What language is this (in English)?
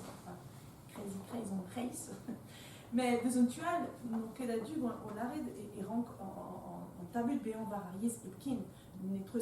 Breton